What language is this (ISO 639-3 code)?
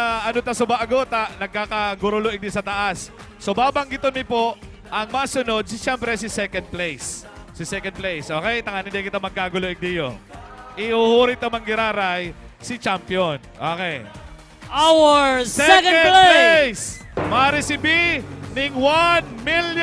bik